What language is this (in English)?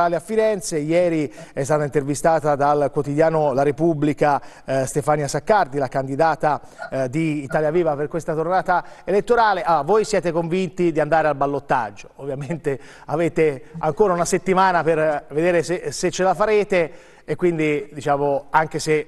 Italian